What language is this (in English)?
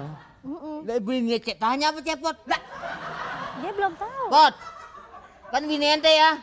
Betawi